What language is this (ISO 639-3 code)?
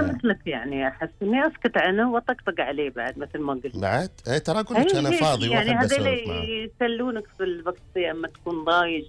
afb